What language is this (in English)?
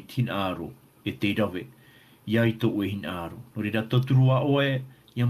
Tahitian